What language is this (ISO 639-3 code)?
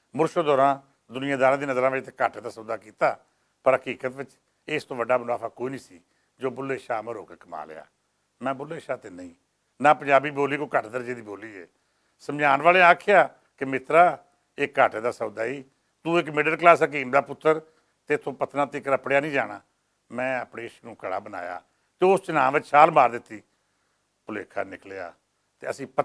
lah